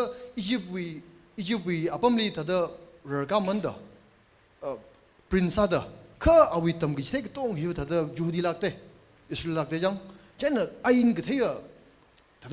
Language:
Tangkhul Naga (India)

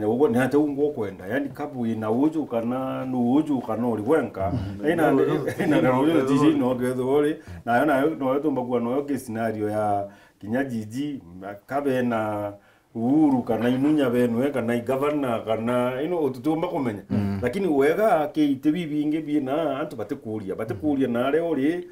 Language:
Meru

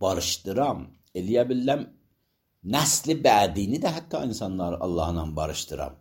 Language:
Azerbaijani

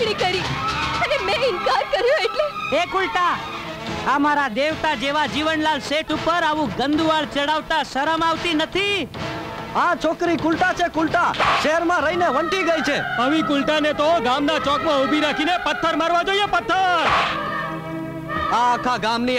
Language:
Gujarati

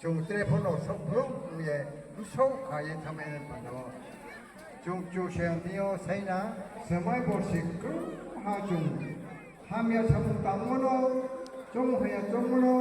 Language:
Riang (India)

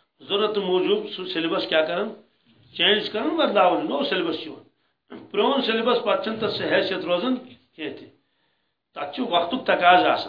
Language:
Kashmiri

